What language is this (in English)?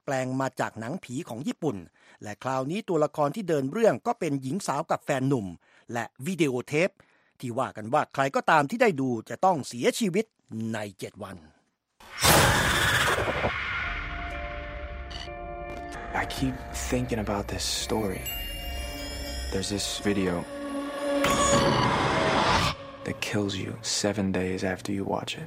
Thai